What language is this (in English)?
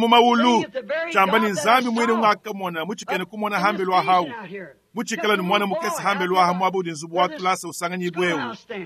Luba-Lulua